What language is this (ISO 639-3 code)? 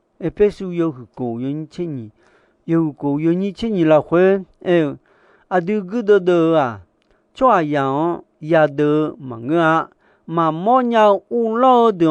ahk